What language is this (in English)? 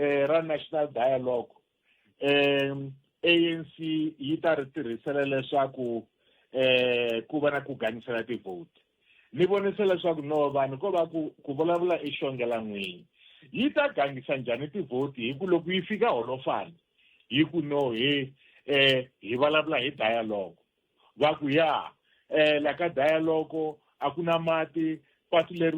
Tsonga